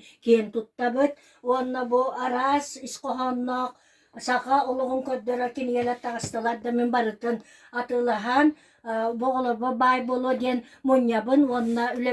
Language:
Yakut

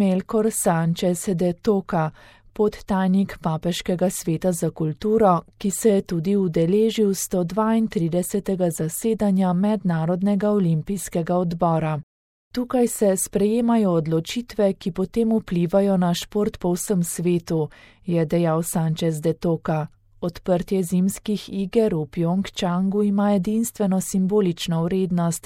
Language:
Slovenian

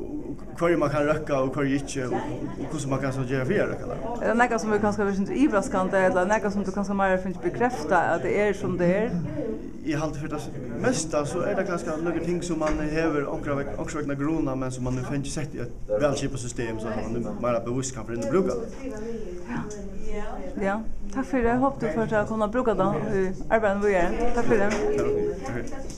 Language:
Faroese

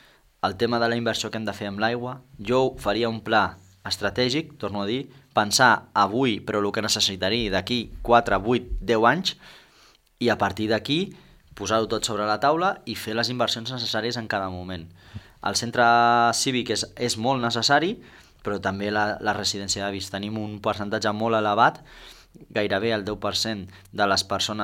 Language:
Catalan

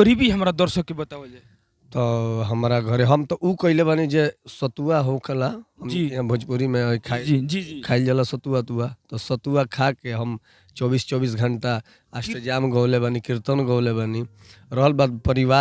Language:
Bhojpuri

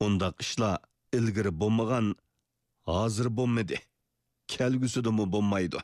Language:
Uyghur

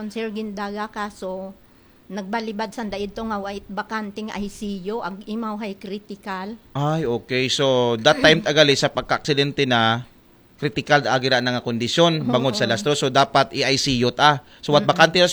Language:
Aklanon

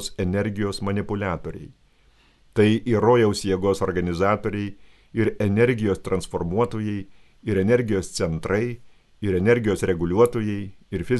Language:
Lithuanian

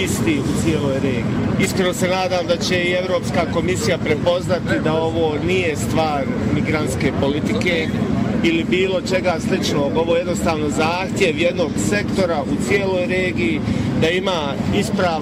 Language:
Bosnian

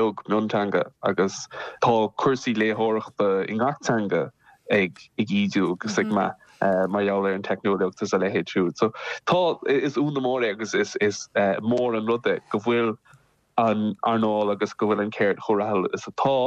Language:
Irish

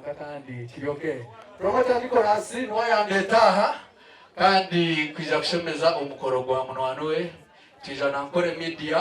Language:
Nyankole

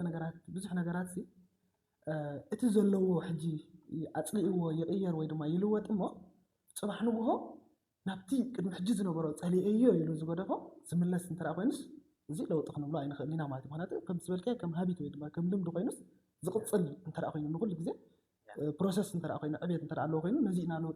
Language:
Tigrinya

